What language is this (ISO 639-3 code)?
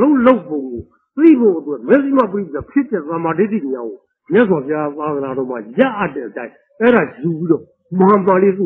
mya